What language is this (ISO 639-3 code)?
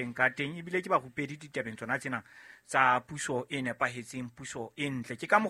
sot